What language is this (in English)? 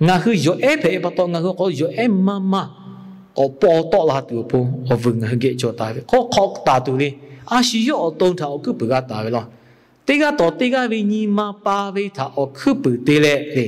Lahu